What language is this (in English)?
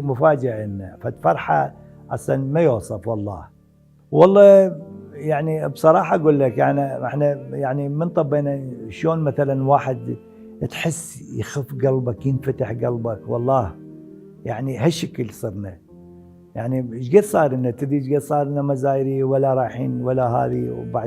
Mesopotamian Arabic